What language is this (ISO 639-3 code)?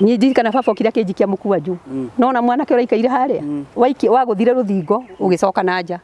kik